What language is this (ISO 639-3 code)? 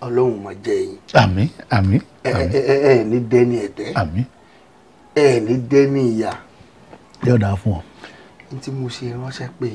yor